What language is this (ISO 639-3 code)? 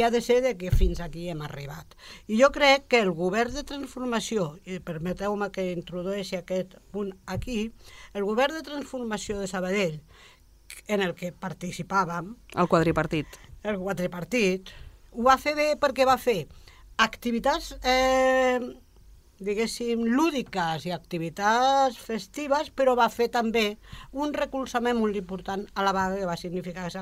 cat